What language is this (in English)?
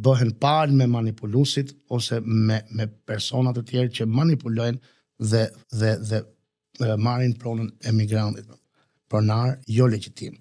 Albanian